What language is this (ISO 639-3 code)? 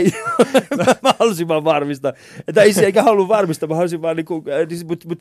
fin